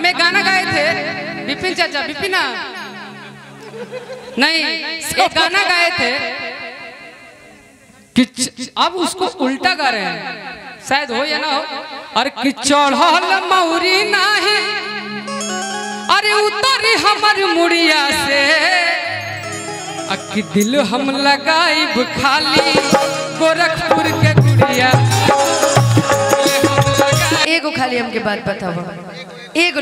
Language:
Bhojpuri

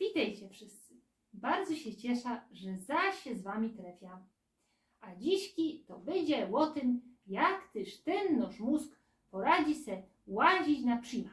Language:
Silesian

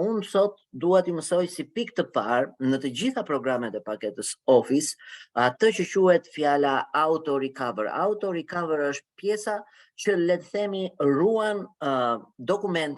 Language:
Albanian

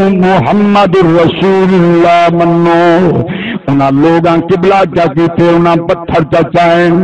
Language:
Saraiki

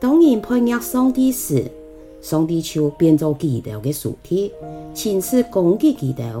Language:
Hakka Chinese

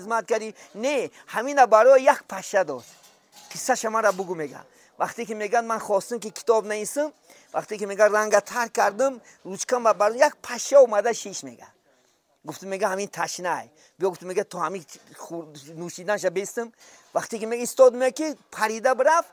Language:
Tajik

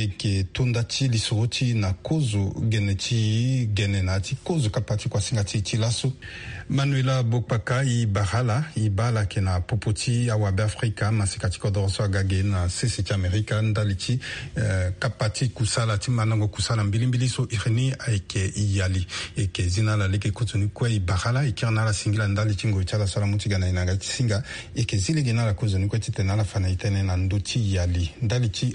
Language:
Sango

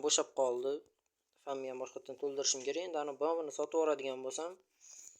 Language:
Uzbek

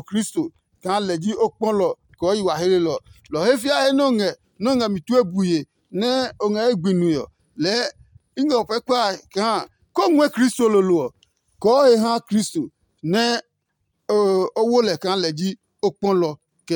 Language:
Adangme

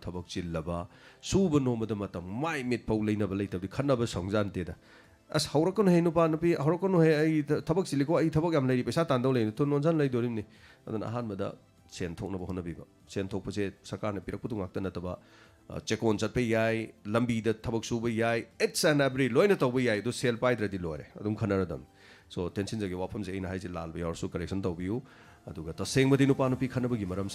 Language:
Manipuri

